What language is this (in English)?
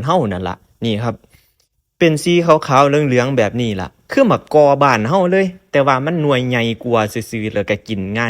Northeastern Thai